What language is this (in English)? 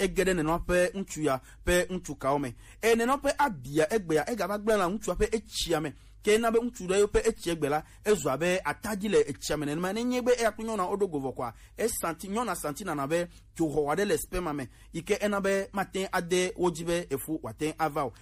Gen